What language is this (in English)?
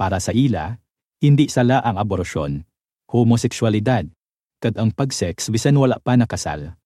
Hiligaynon